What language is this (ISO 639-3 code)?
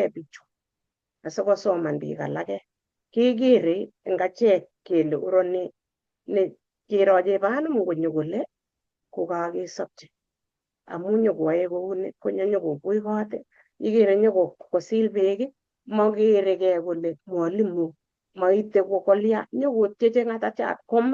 kln